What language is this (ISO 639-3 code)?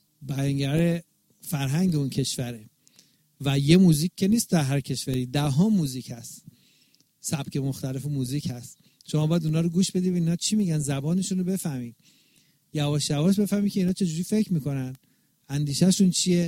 fas